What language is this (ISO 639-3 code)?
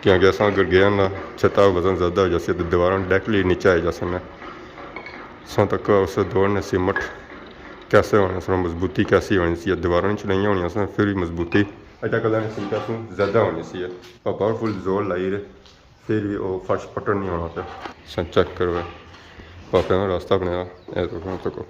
phr